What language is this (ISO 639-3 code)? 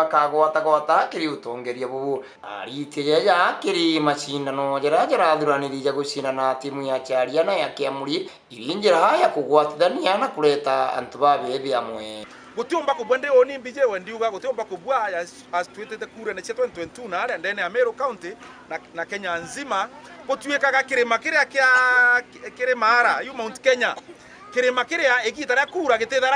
mer